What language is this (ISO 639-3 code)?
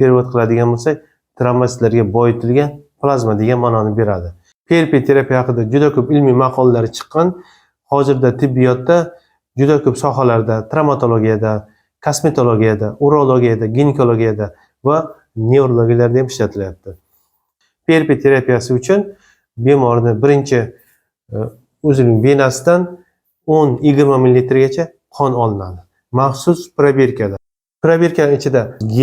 uzb